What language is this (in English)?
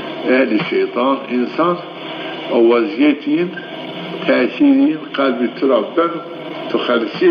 Zaza